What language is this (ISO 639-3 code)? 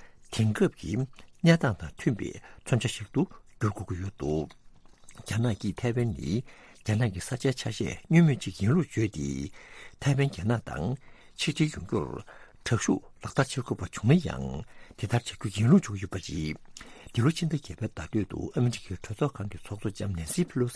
bod